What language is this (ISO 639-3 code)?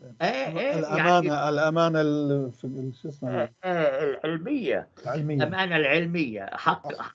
apc